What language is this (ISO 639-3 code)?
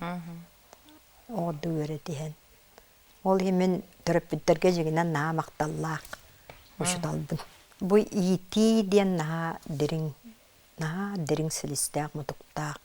sah